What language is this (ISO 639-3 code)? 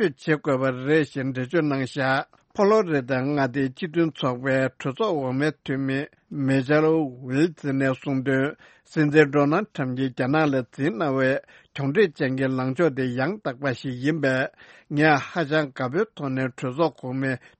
bod